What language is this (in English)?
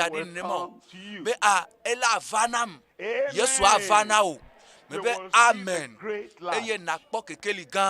Ewe